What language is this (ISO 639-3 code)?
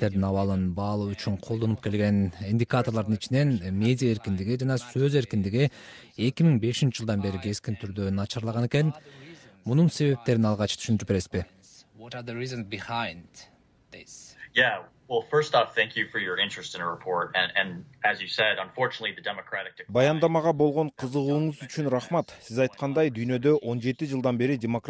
kir